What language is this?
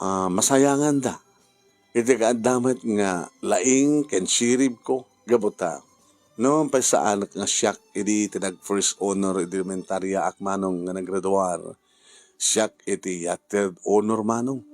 Iloko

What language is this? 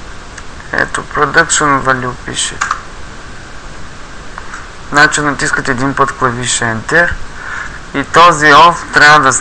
Bulgarian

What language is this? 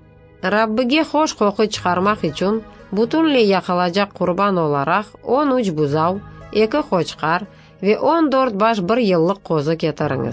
Crimean Tatar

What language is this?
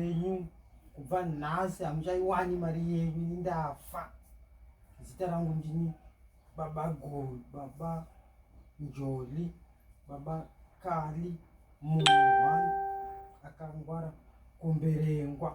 Shona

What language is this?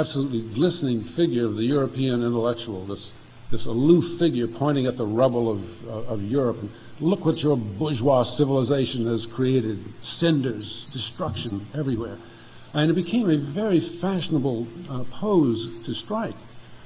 English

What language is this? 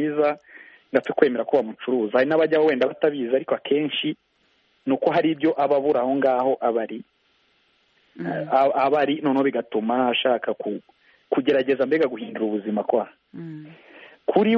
Kinyarwanda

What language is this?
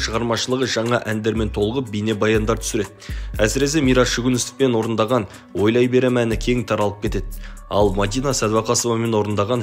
Kazakh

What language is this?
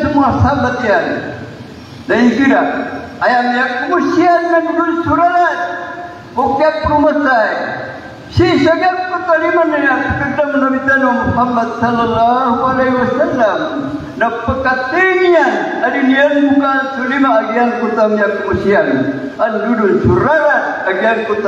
Maranao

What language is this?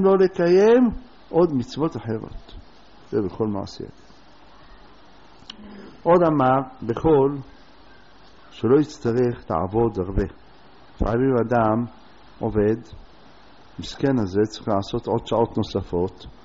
Hebrew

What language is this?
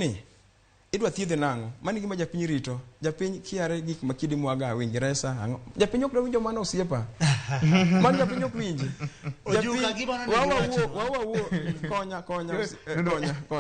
Luo (Kenya and Tanzania)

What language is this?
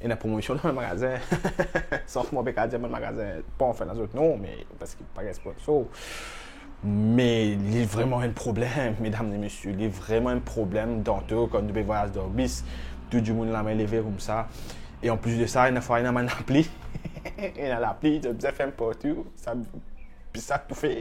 Morisyen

